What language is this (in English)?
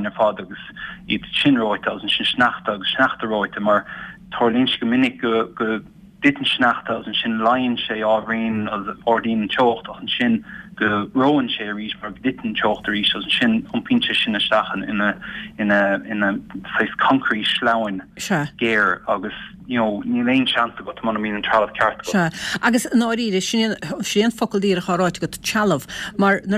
Irish